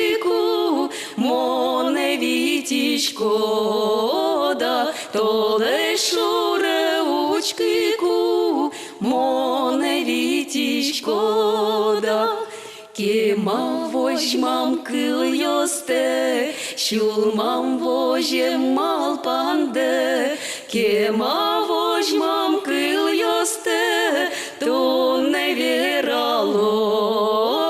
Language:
Udmurt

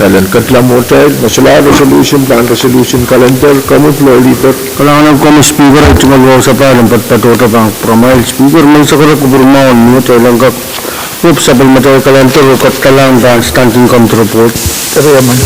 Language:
Pohnpeian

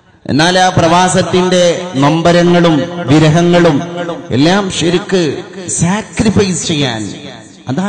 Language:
Malayalam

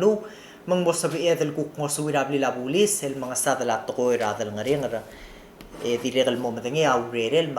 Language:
Palauan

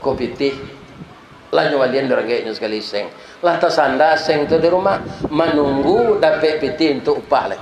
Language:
Minangkabau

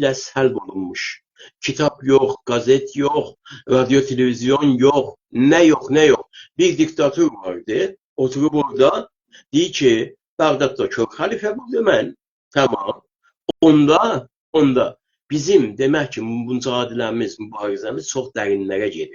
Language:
South Azerbaijani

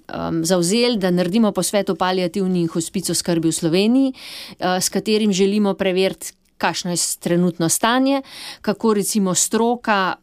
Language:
Slovenian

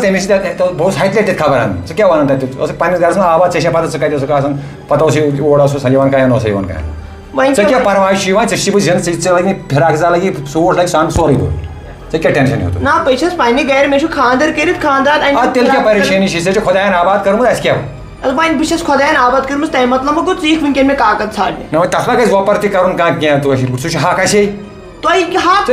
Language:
Kashmiri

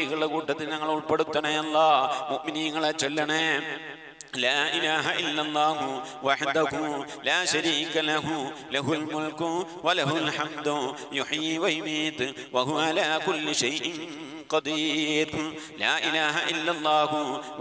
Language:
Malayalam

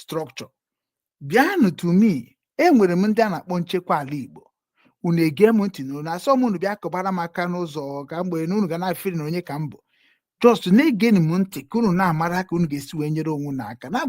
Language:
Igbo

